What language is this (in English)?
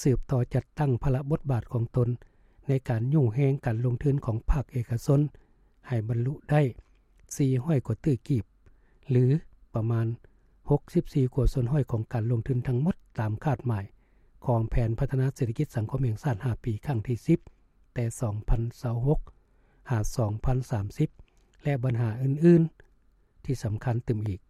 Lao